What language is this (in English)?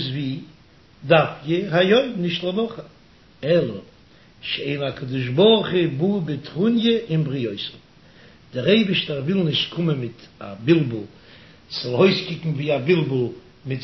Yiddish